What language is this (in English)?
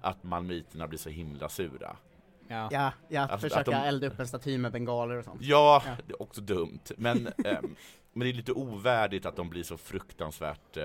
Swedish